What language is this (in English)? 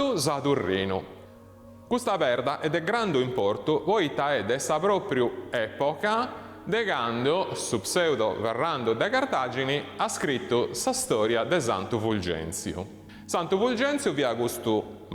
Sardinian